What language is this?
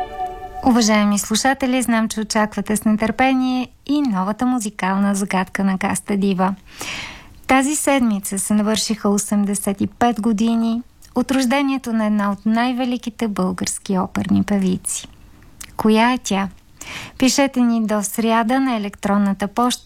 Bulgarian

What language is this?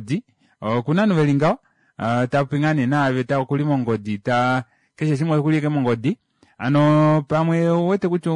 Kuanyama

